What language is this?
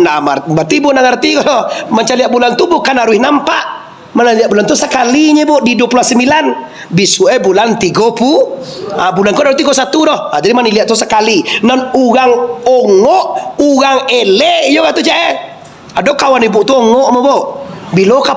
Minangkabau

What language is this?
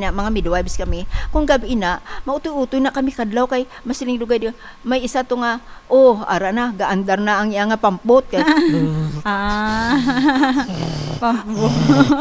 Hiligaynon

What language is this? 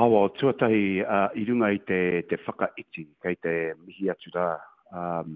Māori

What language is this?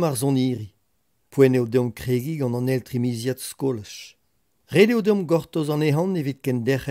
Breton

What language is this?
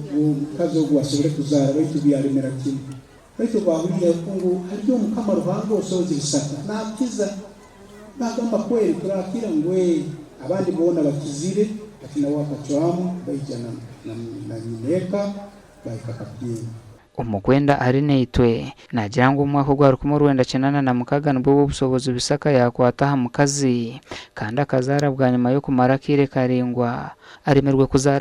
Nyankole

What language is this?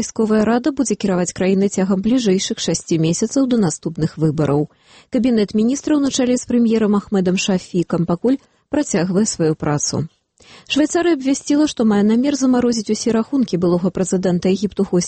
Belarusian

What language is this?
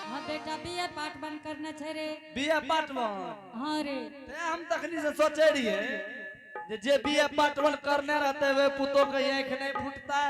Angika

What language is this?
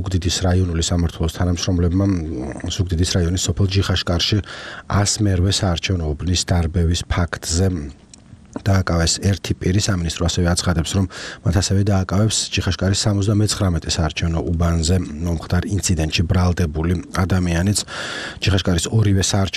Georgian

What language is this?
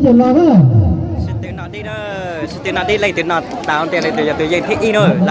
Hmong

